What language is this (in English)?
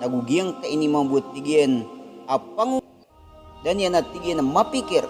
Maranao